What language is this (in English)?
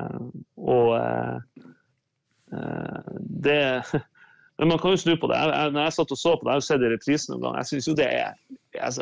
Norwegian